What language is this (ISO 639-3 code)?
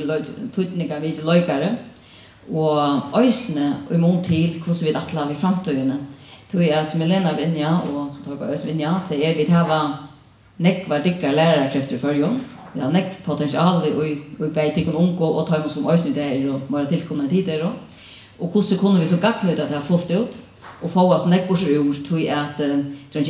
fao